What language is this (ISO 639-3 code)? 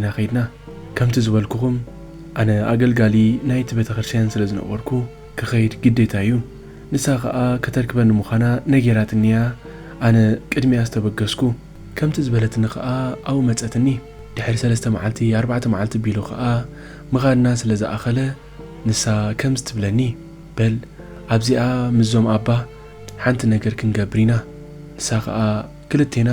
tir